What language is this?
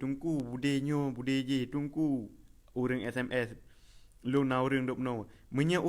Achinese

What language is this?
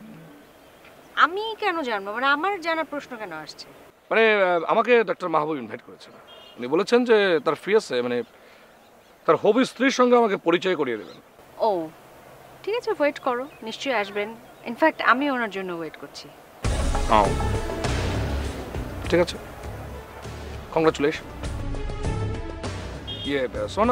Bangla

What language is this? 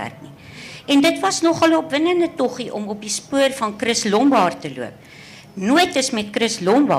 Afrikaans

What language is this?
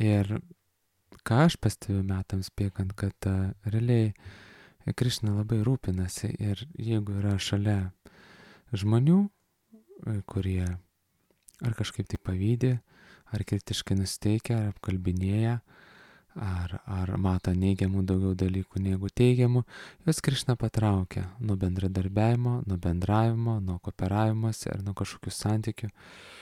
Lithuanian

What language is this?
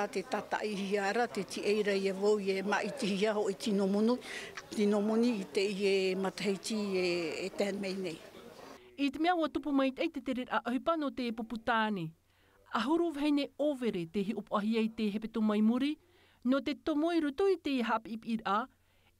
Tahitian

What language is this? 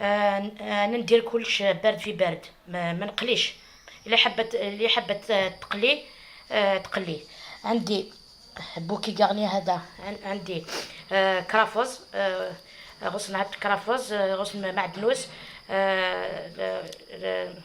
Algerian Arabic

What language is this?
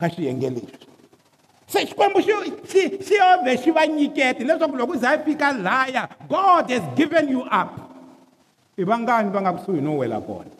Tsonga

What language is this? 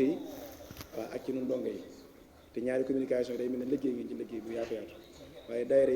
Wolof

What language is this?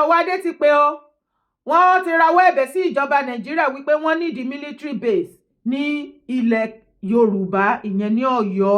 Yoruba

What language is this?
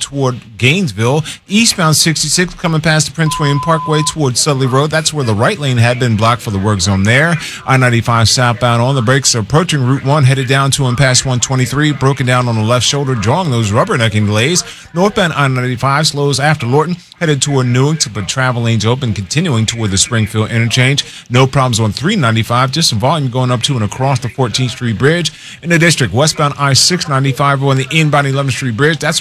English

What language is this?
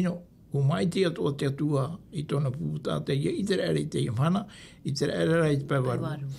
Tahitian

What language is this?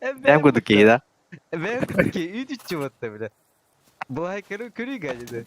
Yakut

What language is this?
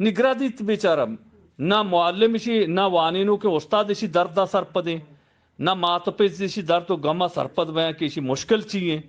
Eastern Balochi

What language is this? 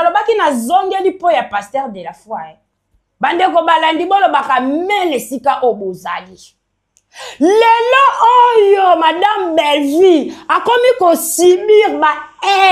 Lingala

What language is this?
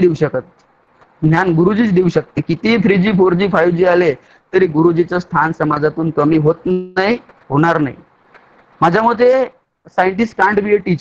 Marathi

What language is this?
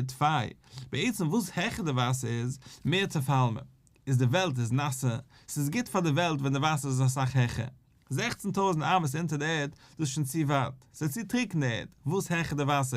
Yiddish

